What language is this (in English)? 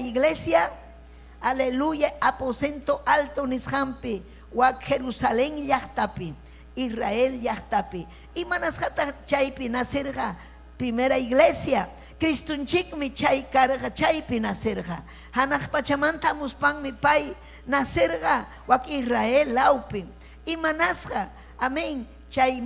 Ayacucho Quechua